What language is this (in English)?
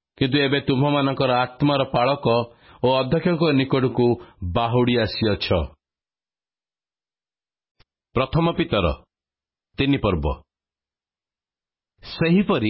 Odia